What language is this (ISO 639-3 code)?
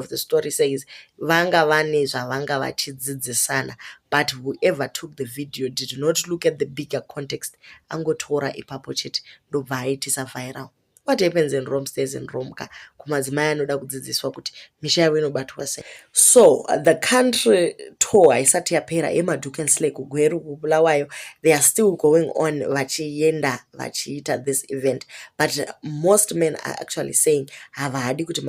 sna